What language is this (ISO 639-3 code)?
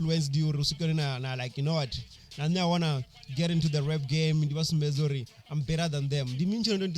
ven